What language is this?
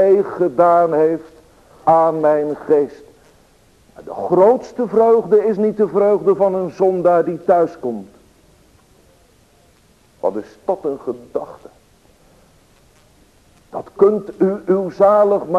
Dutch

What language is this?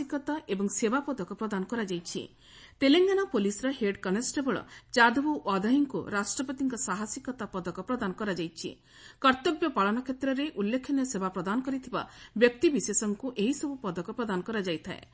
Odia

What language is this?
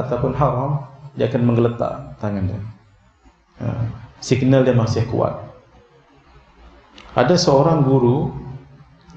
Malay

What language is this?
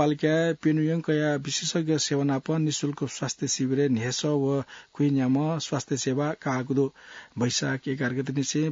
Newari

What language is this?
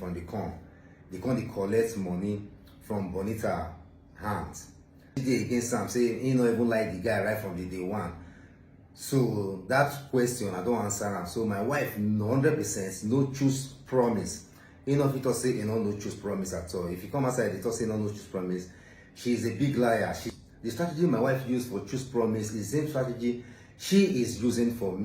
Nigerian Pidgin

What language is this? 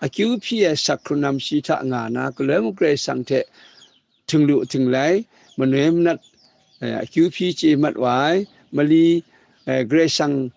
Kachin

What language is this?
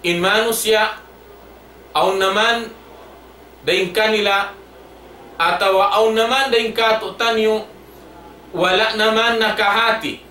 Tausug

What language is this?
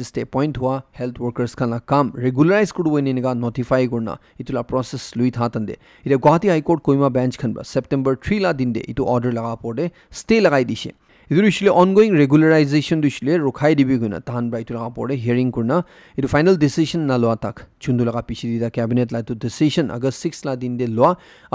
Naga Pidgin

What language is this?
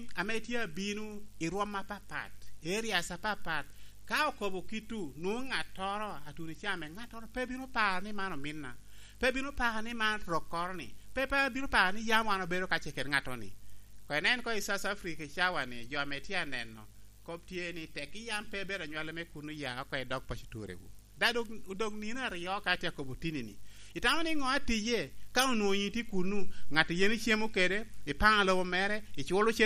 Lango (Uganda)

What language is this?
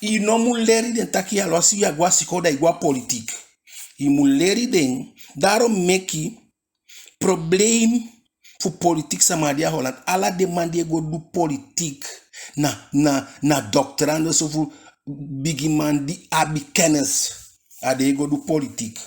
Eastern Maroon Creole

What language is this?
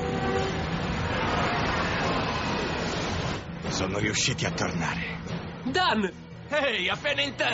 Italian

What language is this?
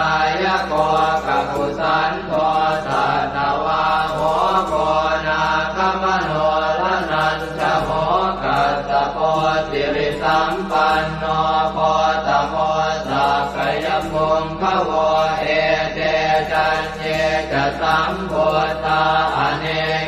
Pali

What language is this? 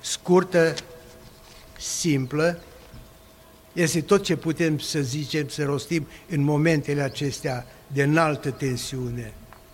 Romanian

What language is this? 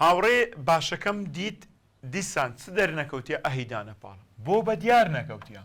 Central Kurdish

